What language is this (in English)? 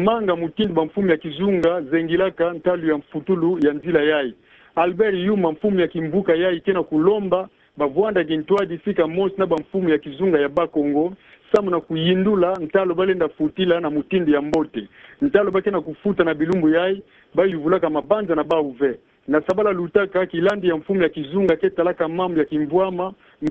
Kituba (Democratic Republic of Congo)